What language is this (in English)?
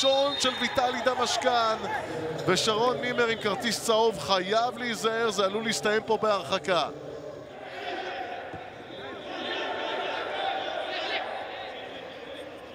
Hebrew